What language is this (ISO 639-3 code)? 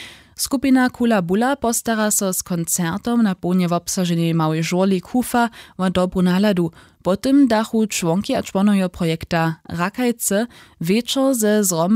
hsb